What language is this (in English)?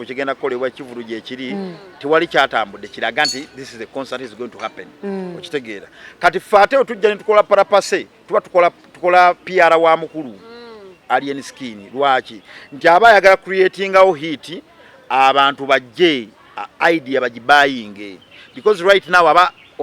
Ganda